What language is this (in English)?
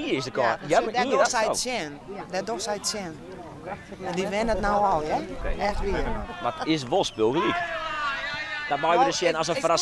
Western Frisian